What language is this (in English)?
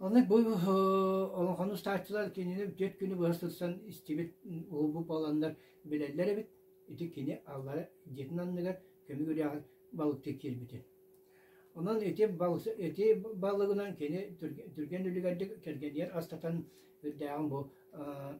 Yakut